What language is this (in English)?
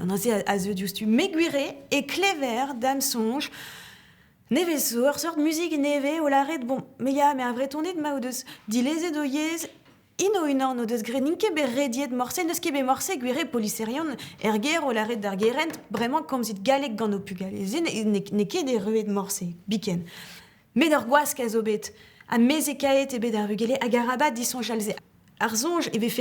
Breton